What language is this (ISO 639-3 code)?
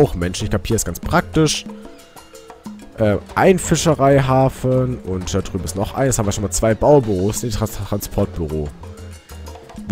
deu